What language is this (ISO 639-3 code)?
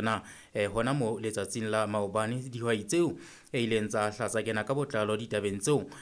sot